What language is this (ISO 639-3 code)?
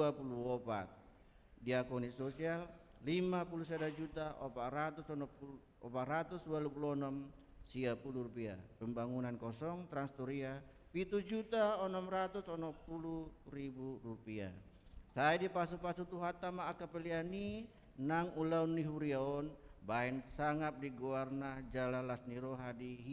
bbc